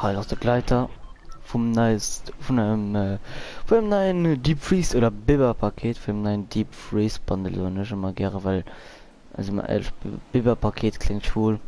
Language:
Luxembourgish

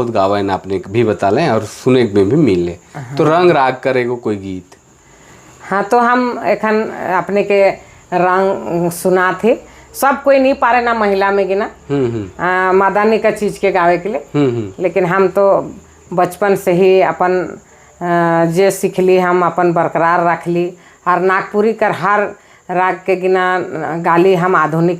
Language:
Sadri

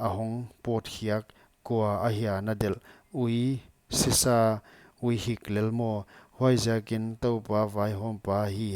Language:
Paite Chin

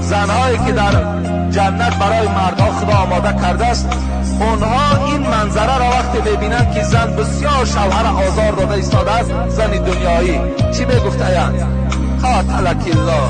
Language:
Tajik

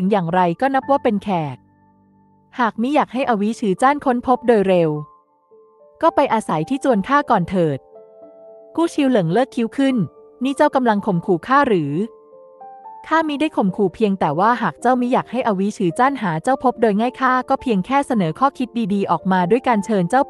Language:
Thai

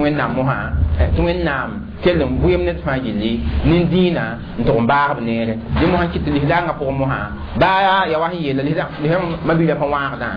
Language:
Mossi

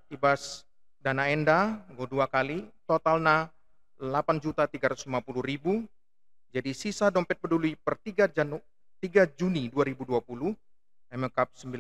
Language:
Batak Karo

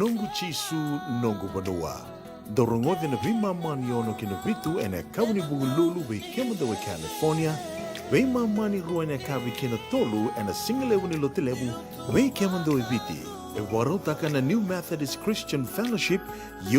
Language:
Fijian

